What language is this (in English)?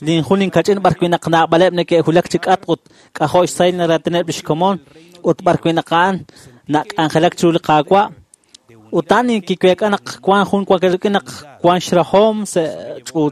Kekchí